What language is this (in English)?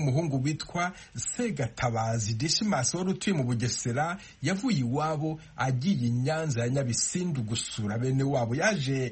Kinyarwanda